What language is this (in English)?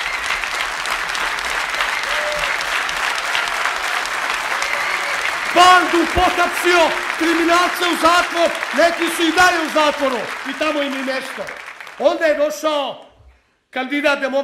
Serbian